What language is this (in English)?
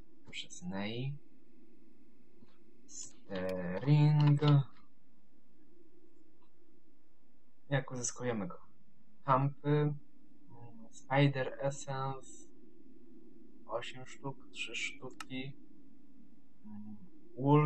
Polish